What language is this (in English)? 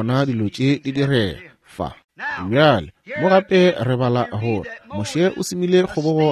Northern Sotho